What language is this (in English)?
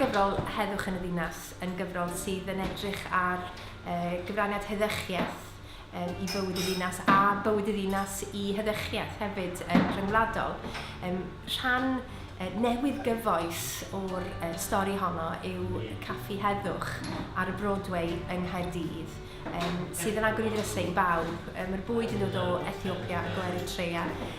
Welsh